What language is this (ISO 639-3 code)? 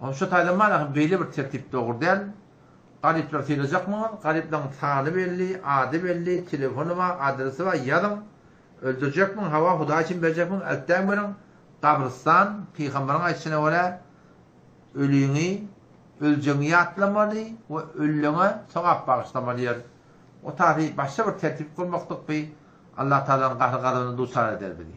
tuk